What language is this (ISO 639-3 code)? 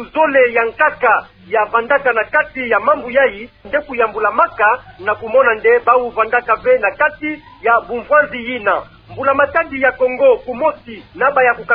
ktu